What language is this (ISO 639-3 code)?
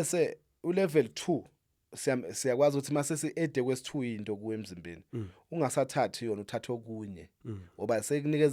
zul